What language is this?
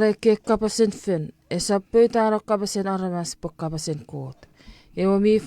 Chuukese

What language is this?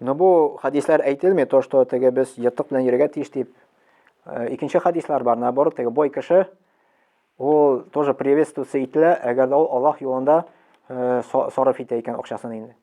Tatar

